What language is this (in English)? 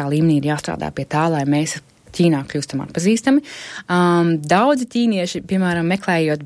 Latvian